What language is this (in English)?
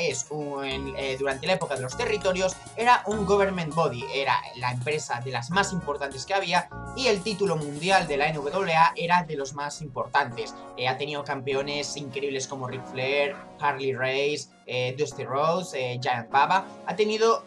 Spanish